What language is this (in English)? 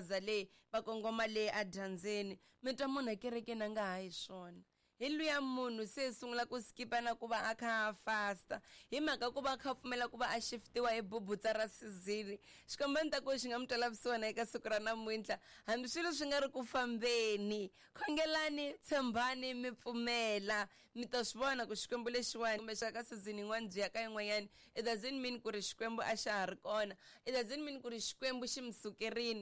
Tsonga